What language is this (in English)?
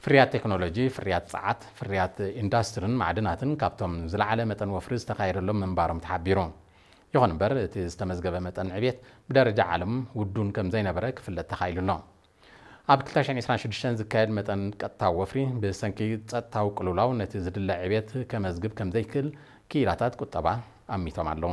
Tigrinya